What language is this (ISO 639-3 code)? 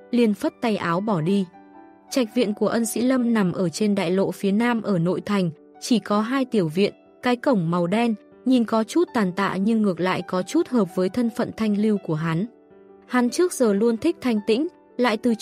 vie